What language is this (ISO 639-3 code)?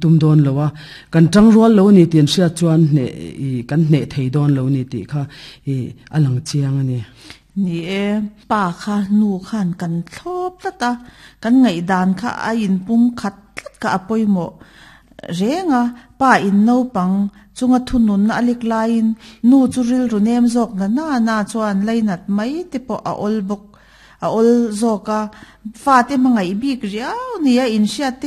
lus